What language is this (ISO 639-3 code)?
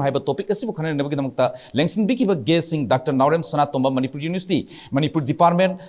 mni